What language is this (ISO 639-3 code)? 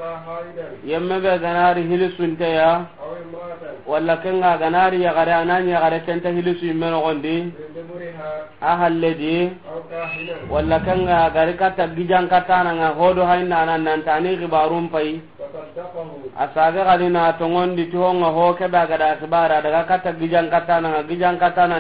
snk